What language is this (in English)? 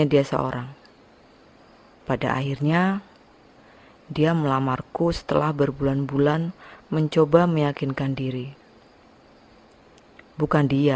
Indonesian